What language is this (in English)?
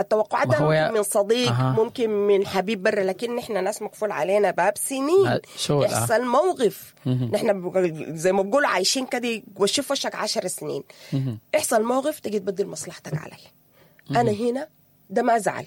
Sudanese Arabic